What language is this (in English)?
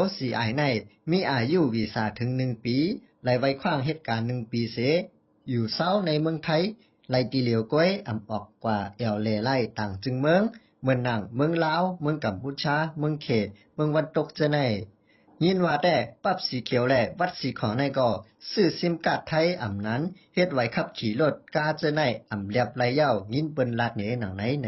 Shan